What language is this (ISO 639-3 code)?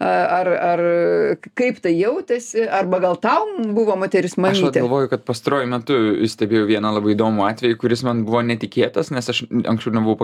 lit